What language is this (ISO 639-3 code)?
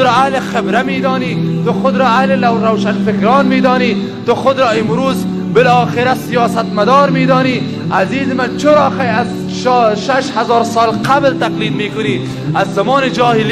fas